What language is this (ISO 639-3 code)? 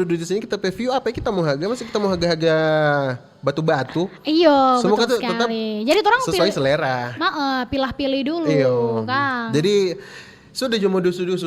xmm